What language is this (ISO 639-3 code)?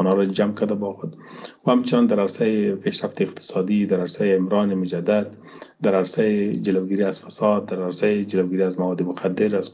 fas